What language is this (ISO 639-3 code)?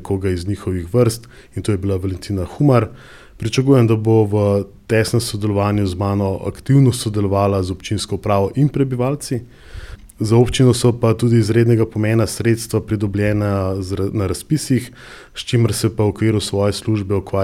slv